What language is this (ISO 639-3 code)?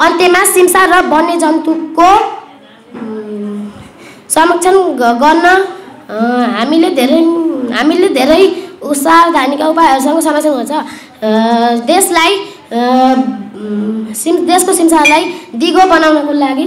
nep